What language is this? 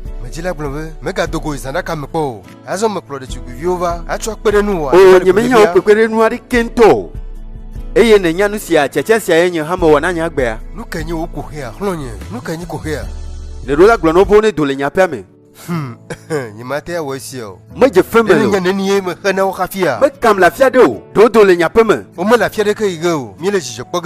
Ewe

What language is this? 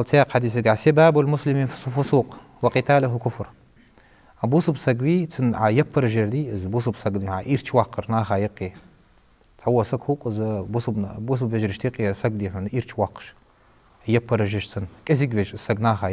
Ingush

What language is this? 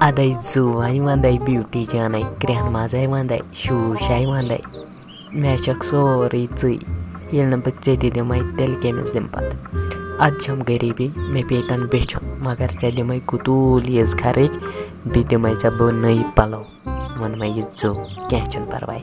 Kashmiri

